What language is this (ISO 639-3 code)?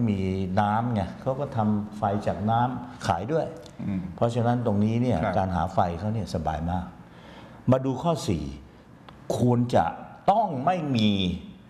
tha